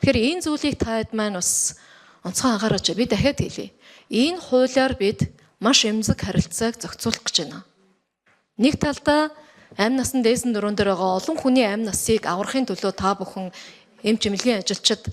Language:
Mongolian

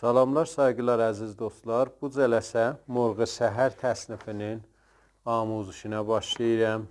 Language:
South Azerbaijani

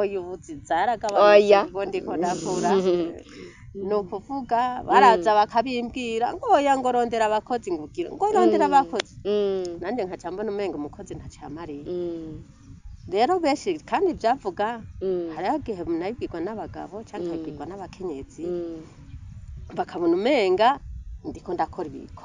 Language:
Rundi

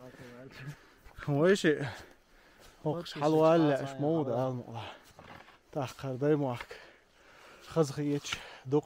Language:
Chechen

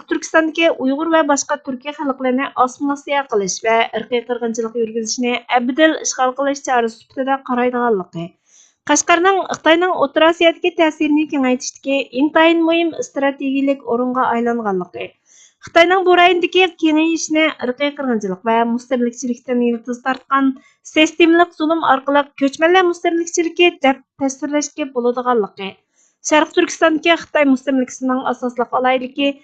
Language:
Uyghur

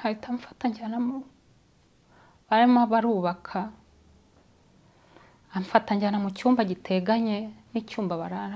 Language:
Kinyarwanda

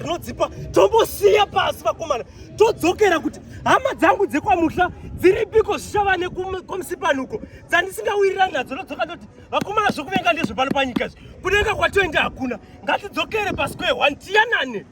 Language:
Shona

